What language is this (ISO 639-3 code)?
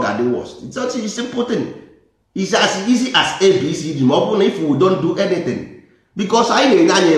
ibo